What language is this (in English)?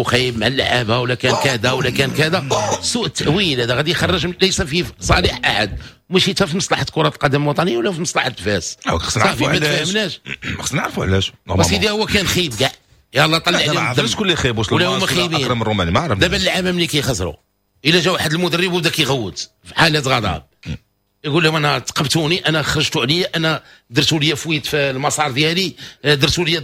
Moroccan Arabic